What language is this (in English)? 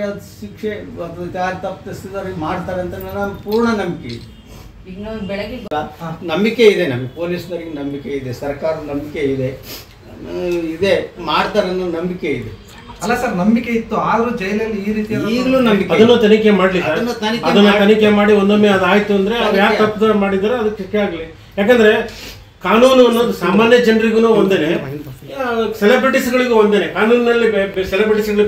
Kannada